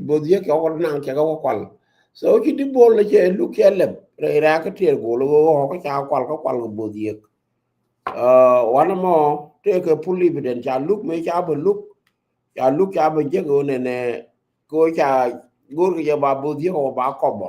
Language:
Nuer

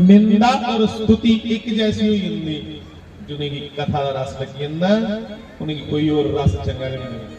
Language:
Dogri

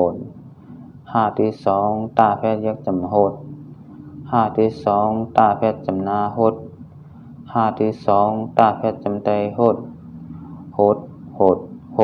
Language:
Shan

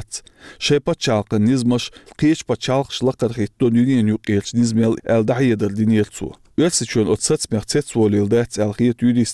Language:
Chechen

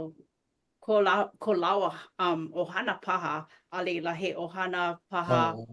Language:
Hawaiian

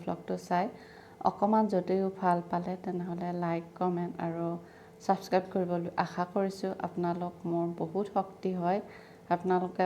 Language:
Assamese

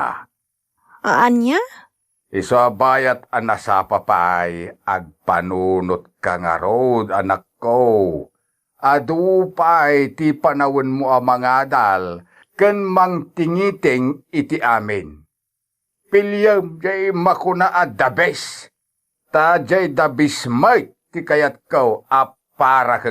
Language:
Iloko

